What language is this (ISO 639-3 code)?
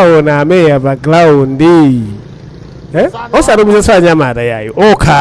nya